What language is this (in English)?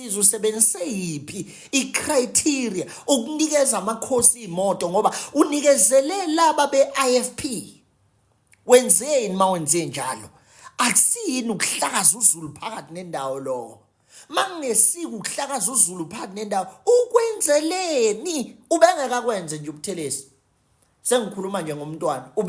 Zulu